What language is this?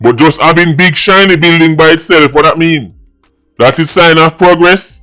Jamaican Creole English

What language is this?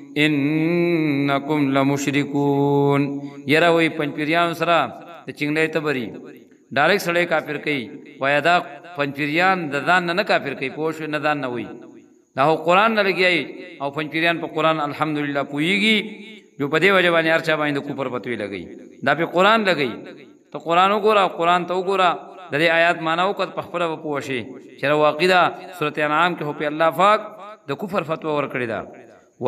Pashto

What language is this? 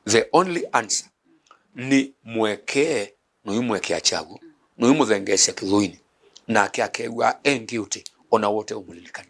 Kamba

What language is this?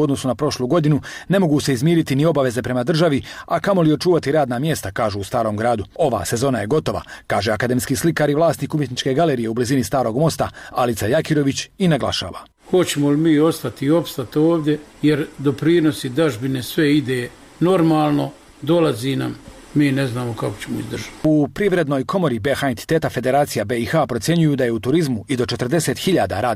Bosnian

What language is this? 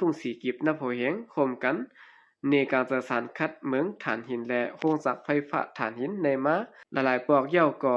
Shan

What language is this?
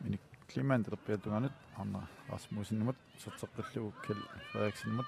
Kalaallisut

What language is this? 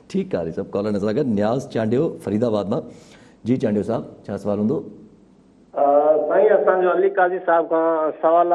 Sindhi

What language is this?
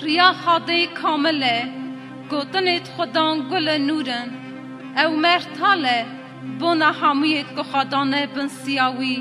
Kurdish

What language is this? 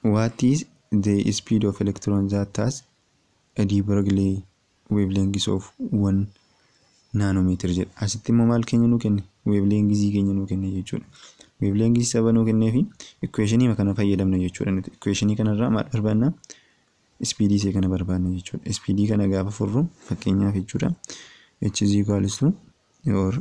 Oromo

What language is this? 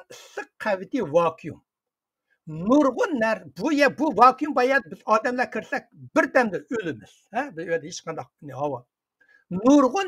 Uyghur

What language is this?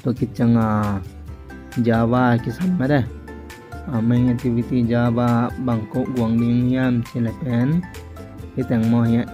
Tedim Chin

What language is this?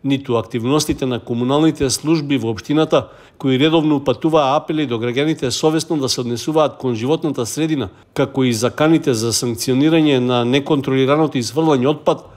Macedonian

